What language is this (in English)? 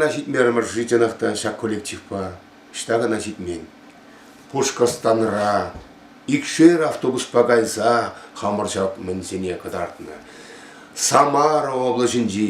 Chuvash